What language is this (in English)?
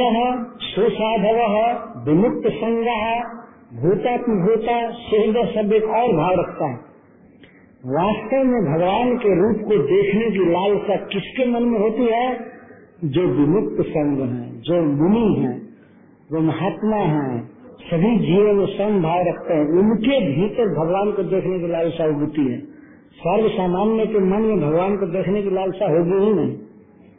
Hindi